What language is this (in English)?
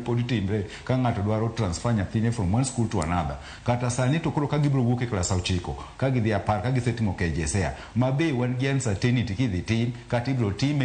Luo (Kenya and Tanzania)